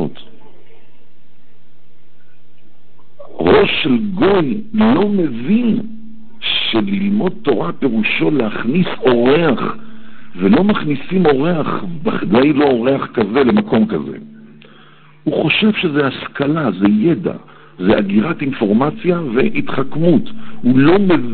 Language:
Hebrew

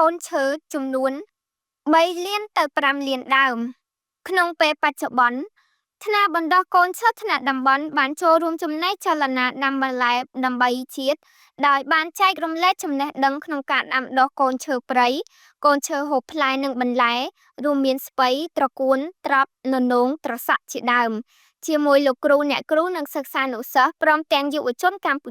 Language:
Khmer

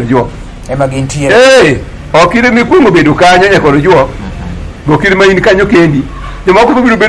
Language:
Luo (Kenya and Tanzania)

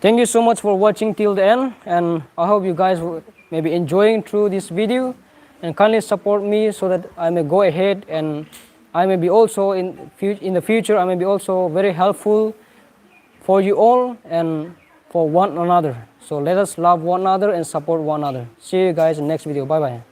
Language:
Naga Pidgin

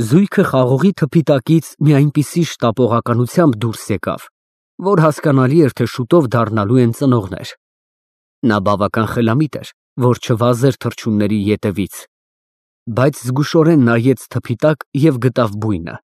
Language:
Armenian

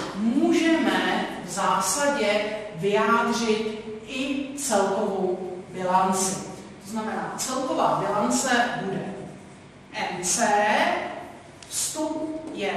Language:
Czech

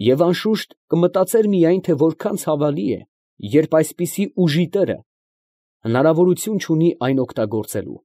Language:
Armenian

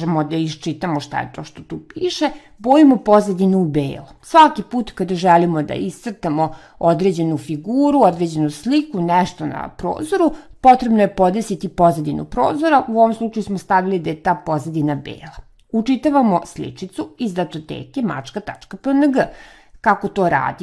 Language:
Serbian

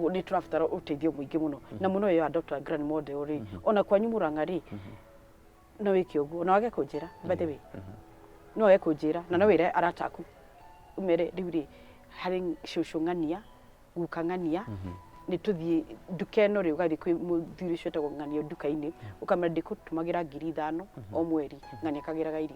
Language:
Kikuyu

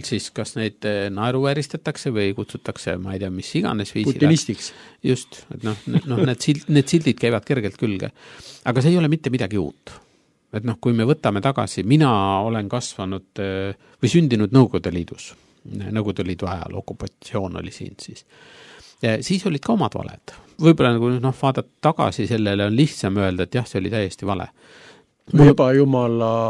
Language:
Estonian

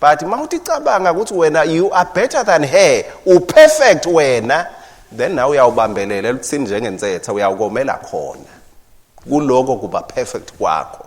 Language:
Swati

